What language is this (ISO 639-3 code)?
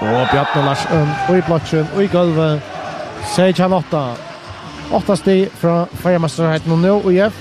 fao